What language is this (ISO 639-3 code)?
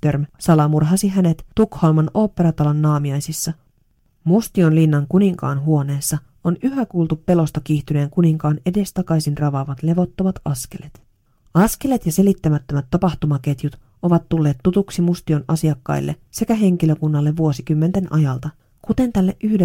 fin